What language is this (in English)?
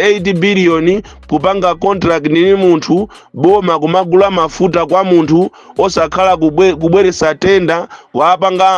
Nyanja